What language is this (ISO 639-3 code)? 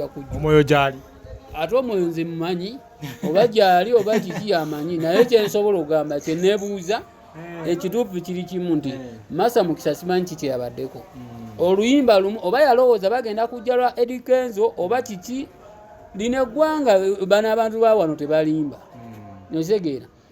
lug